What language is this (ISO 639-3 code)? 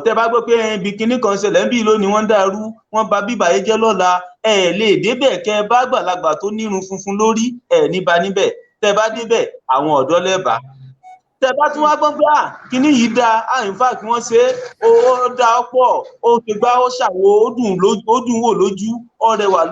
yor